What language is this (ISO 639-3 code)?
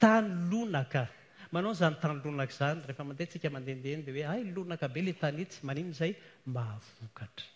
mlg